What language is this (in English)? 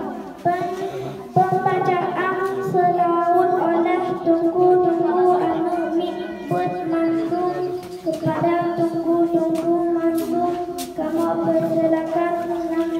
Achinese